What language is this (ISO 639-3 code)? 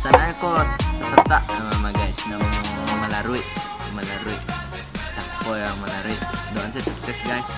min